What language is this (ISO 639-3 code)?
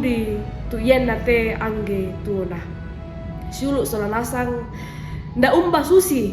sda